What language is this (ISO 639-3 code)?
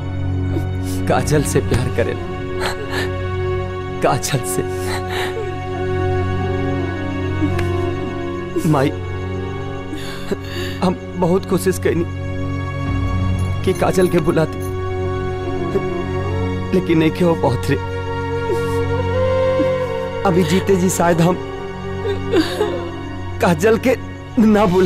bho